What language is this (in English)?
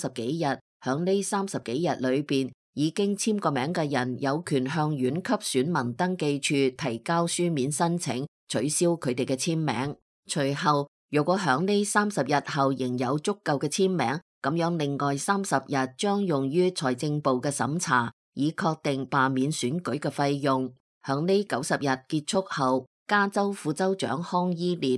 Cantonese